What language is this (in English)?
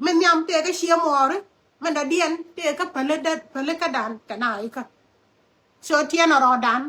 Nuer